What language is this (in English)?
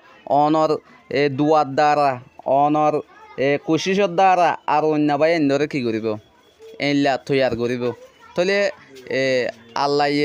Rohingya